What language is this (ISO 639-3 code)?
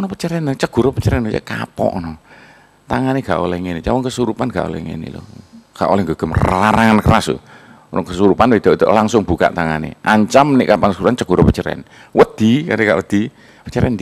jav